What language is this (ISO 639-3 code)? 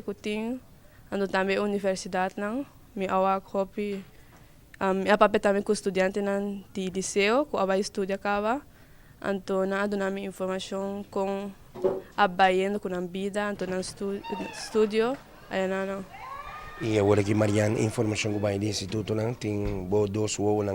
pap